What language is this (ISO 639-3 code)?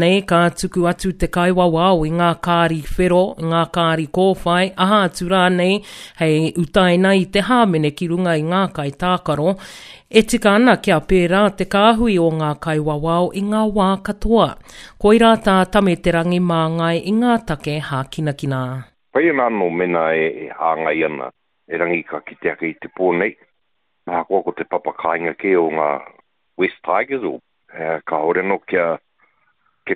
mri